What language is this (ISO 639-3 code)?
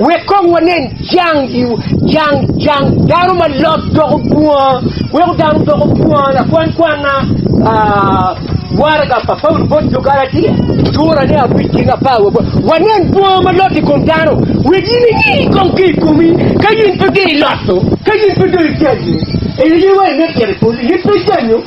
ach